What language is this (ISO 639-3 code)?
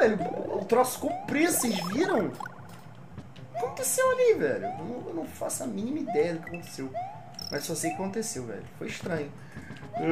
por